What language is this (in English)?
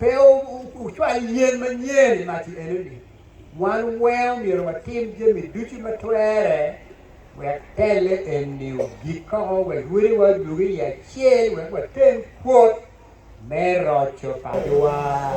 Acoli